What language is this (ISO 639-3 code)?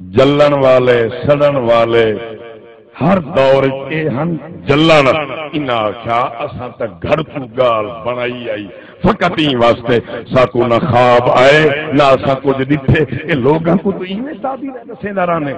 skr